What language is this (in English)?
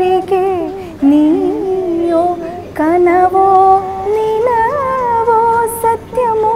Malayalam